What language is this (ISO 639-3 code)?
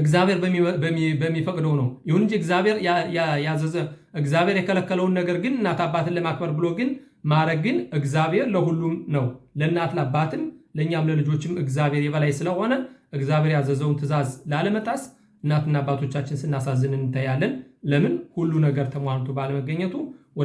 amh